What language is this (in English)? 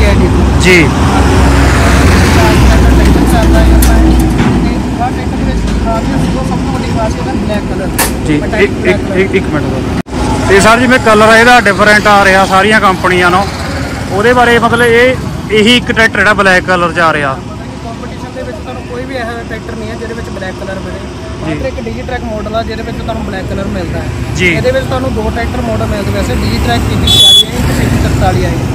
Punjabi